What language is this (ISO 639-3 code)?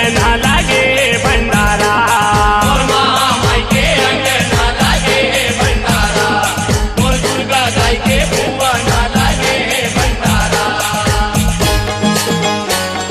hne